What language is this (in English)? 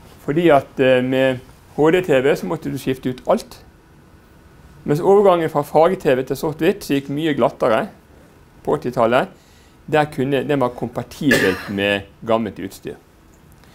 Norwegian